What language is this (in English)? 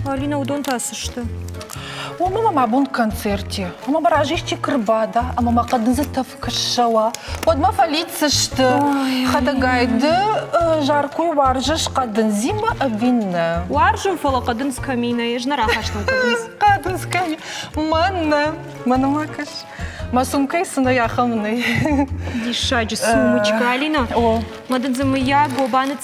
Ossetic